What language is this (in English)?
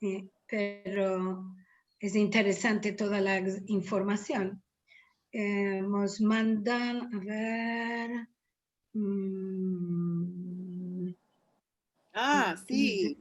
Ladino